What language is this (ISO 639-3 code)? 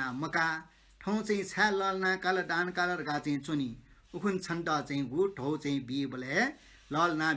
new